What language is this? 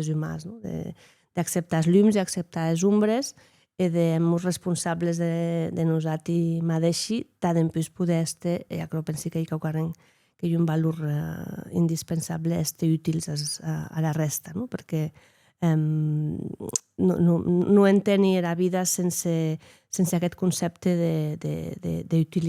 Occitan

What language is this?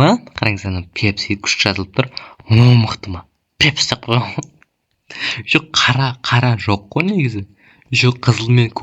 Kazakh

